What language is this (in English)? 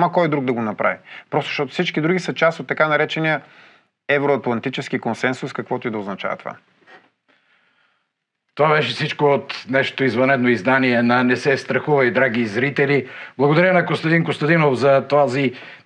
Bulgarian